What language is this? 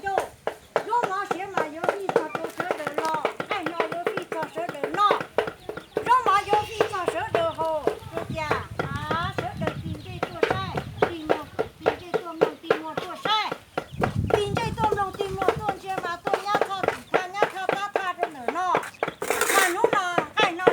Hmong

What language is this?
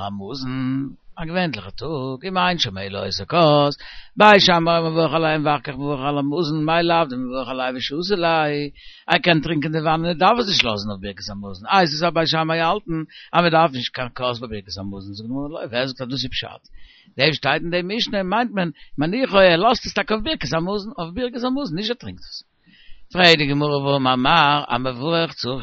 Yiddish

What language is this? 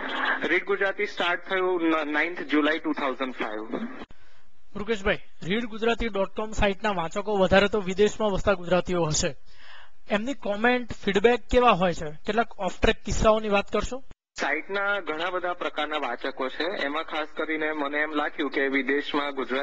Gujarati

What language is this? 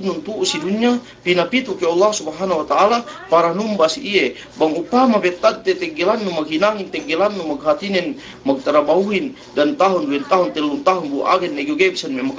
Yakan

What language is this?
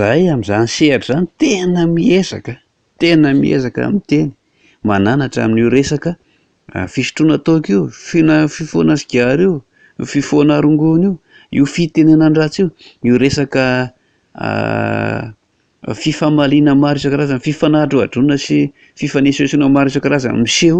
Malagasy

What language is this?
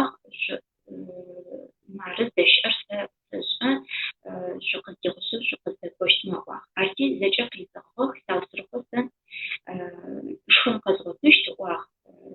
Adyghe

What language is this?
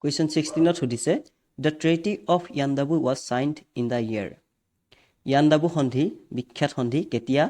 Assamese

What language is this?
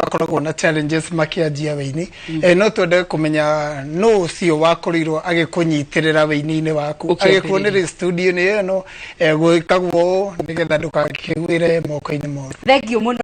Kikuyu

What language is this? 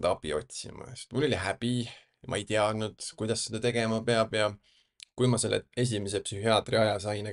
Estonian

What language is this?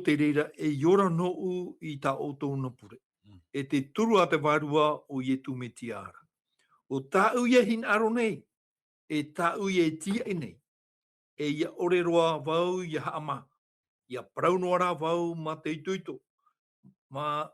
Tahitian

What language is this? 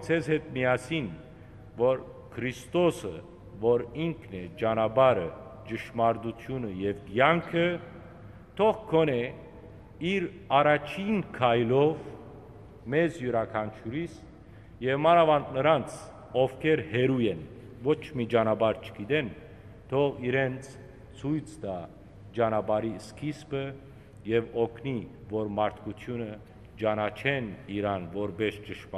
Western Armenian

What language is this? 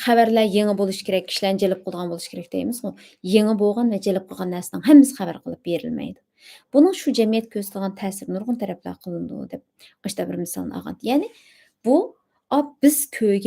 Uyghur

